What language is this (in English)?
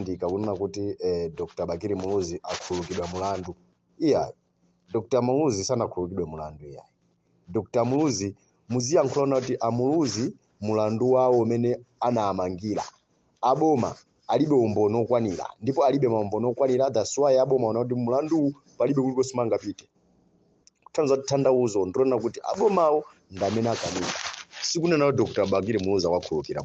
Nyanja